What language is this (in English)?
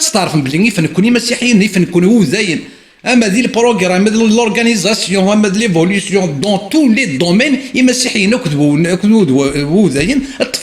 Kabyle